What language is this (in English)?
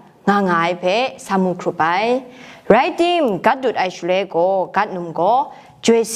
Kachin